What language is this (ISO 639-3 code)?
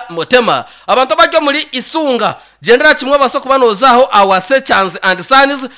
nyn